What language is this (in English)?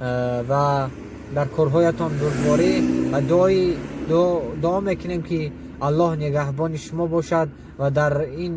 Tajik